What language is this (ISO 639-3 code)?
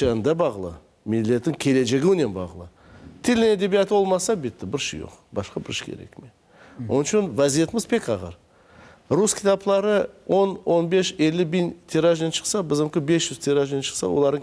crh